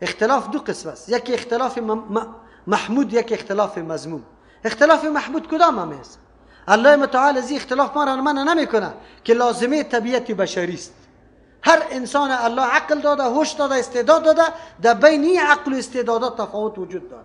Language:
Persian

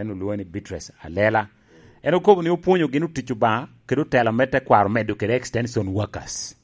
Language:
Lango (Uganda)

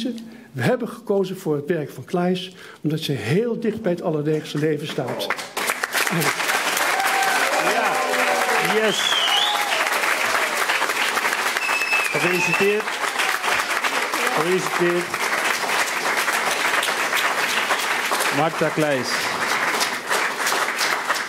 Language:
Dutch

